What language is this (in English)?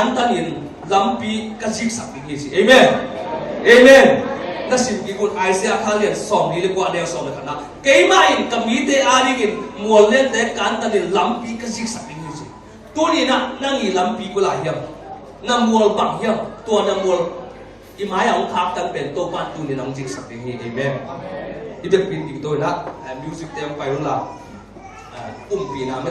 Tedim Chin